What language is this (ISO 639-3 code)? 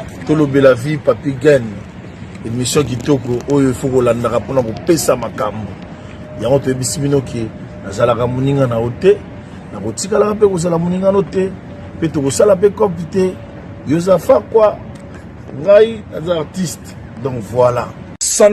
lin